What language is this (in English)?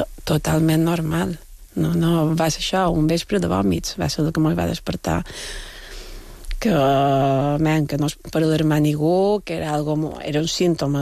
Catalan